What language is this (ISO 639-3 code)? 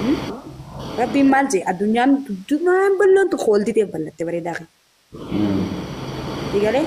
orm